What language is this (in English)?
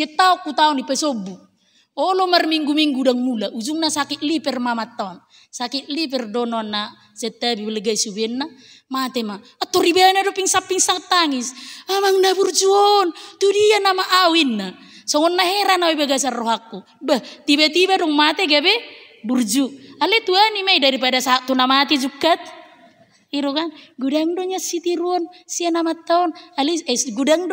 Batak Toba